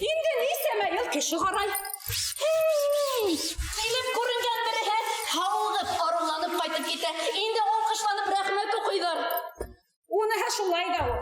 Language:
Bashkir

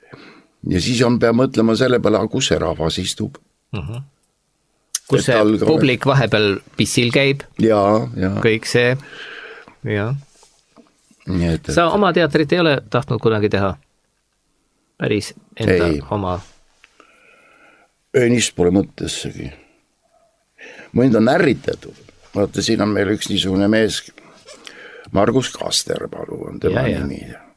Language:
Estonian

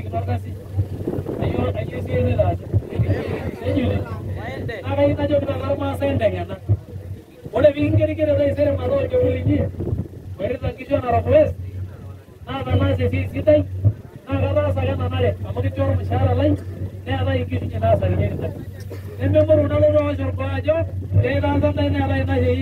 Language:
Masai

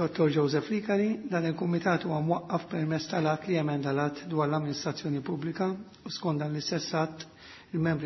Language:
Maltese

